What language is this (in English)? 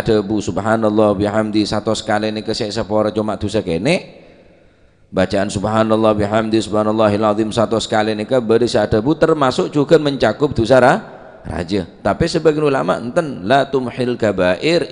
Madurese